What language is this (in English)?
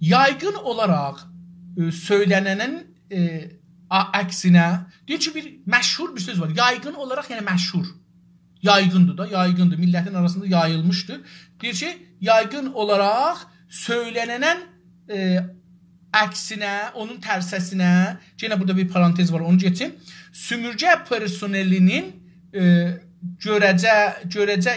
South Azerbaijani